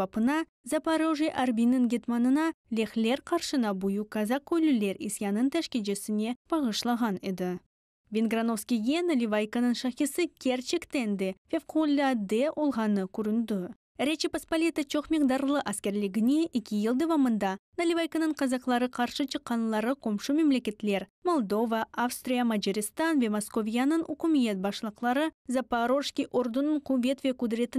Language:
Crimean Tatar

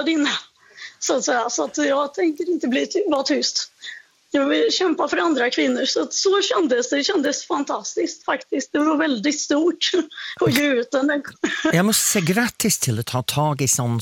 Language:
Swedish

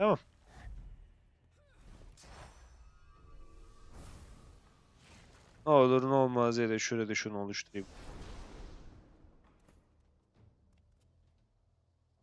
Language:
Turkish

